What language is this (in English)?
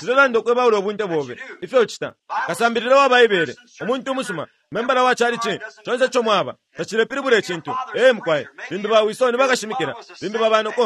Bemba